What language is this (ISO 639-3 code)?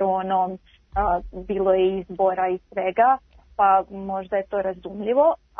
srp